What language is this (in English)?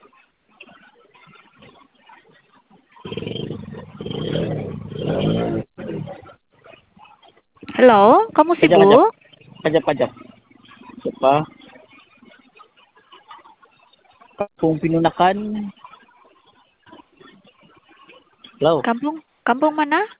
Indonesian